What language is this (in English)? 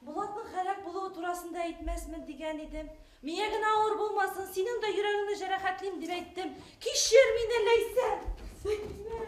Bashkir